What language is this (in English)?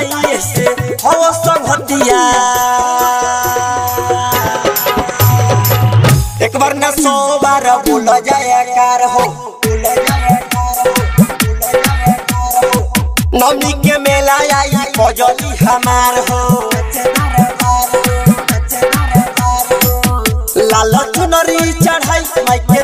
Bhojpuri